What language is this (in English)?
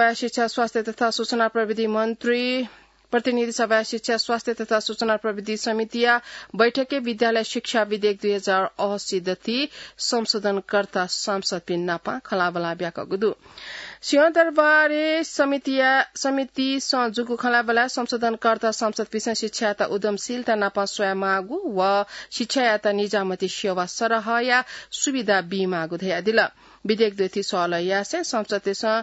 Newari